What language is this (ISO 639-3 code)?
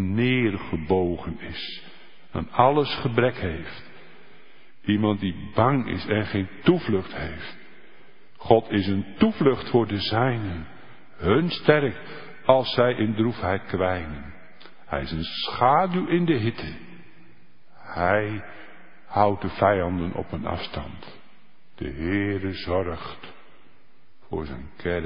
nld